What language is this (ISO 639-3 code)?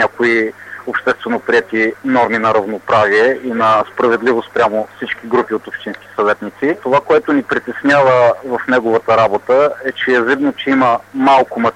bul